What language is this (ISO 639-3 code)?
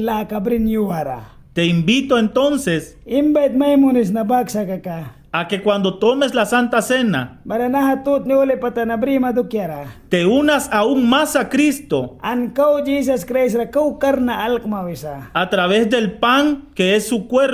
miq